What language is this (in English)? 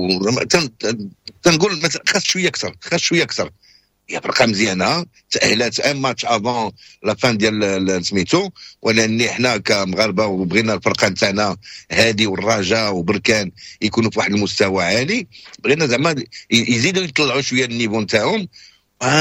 Moroccan Arabic